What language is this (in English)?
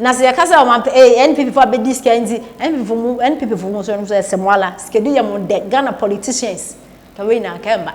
Akan